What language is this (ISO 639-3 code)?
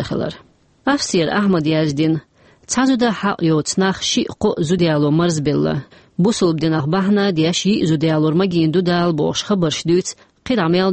che